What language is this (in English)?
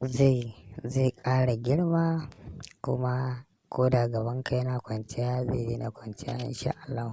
Hausa